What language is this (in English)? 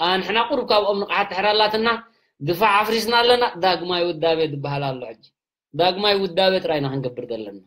Tigrinya